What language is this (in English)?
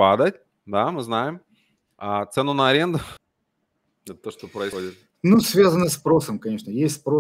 Russian